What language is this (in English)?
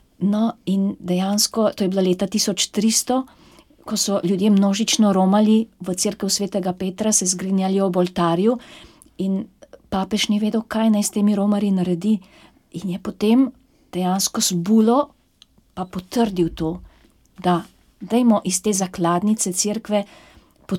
Slovenian